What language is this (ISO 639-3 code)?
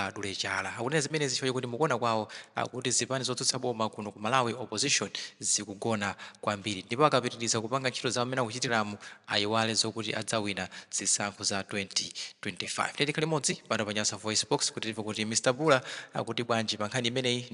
nya